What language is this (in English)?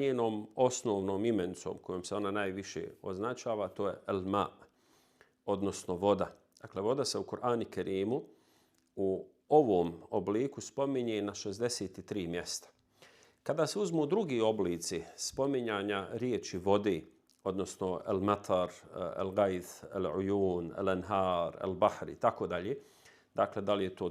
Bosnian